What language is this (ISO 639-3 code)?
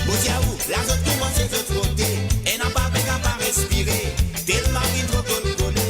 mfe